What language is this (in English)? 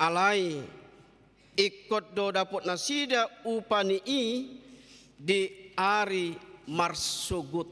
Batak Toba